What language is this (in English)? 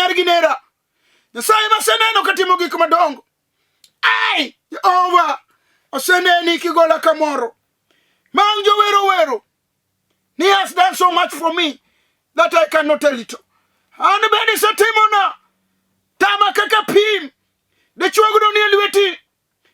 Luo (Kenya and Tanzania)